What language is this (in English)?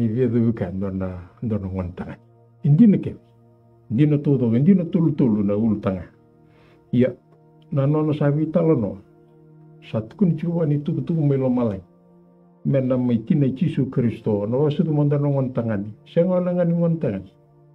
Fijian